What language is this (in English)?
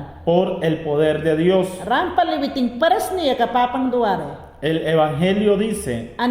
Mayangna